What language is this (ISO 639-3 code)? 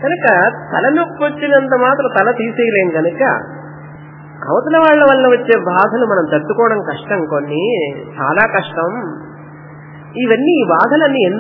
tel